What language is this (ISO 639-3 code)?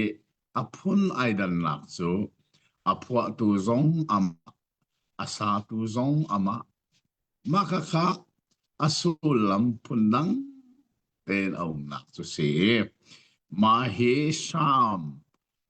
cnh